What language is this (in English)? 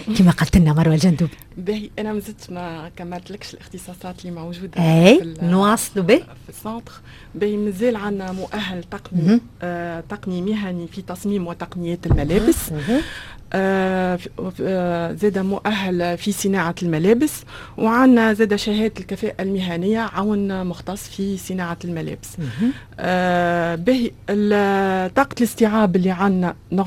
Tunisian Arabic